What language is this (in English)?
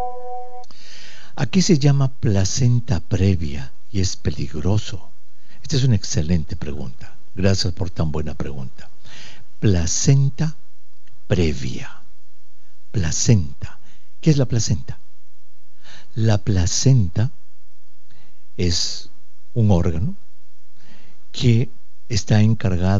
Spanish